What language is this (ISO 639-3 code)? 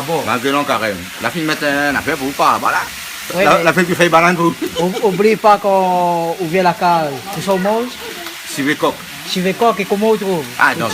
rcf